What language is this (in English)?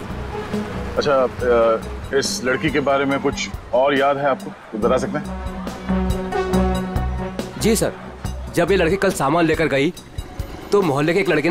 Hindi